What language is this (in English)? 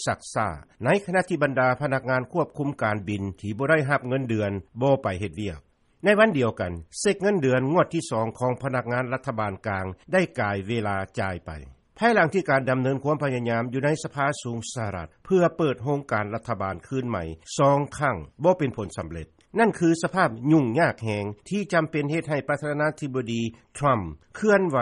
Lao